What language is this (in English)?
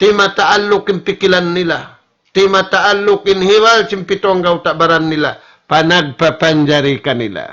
Tausug